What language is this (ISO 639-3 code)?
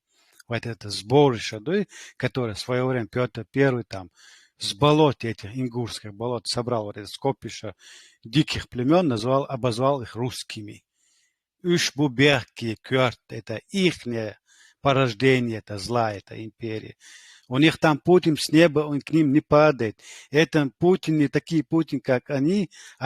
che